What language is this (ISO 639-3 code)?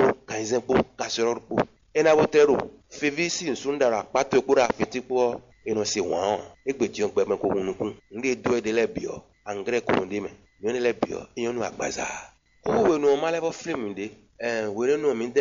fon